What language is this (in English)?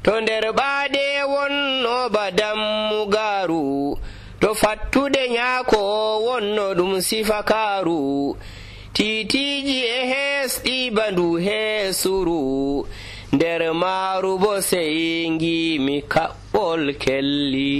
Nigerian Fulfulde